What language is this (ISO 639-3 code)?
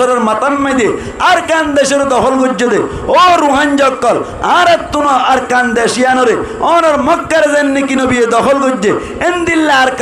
rhg